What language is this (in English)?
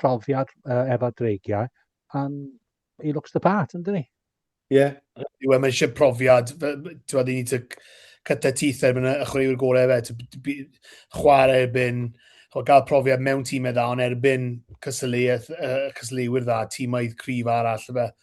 Welsh